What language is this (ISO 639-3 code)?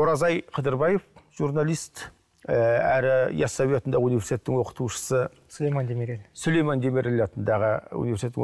kaz